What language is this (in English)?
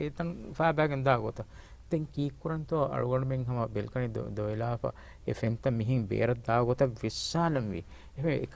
Divehi